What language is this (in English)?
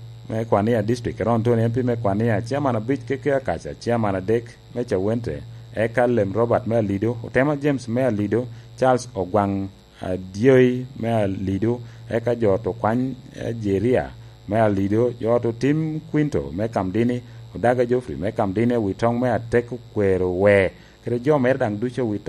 Lango (Uganda)